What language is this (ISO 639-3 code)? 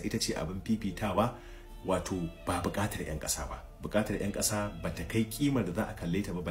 hau